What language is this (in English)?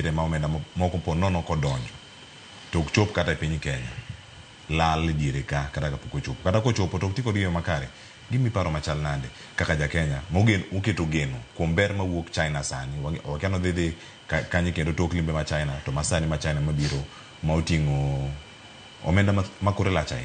Luo (Kenya and Tanzania)